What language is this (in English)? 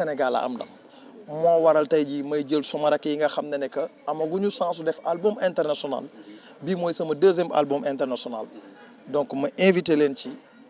Wolof